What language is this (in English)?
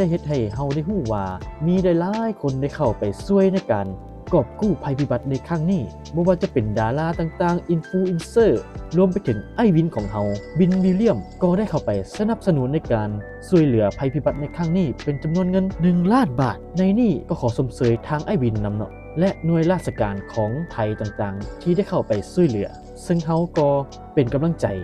Lao